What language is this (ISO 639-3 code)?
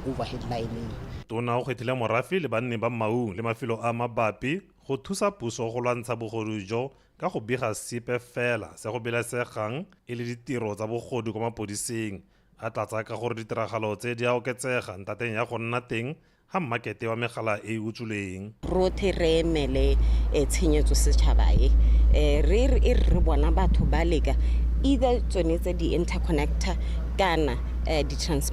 tsn